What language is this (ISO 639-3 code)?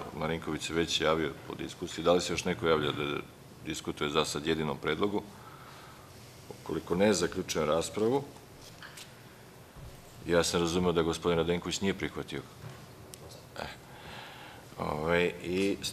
srp